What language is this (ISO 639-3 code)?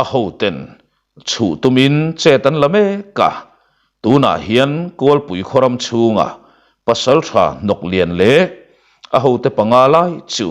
lus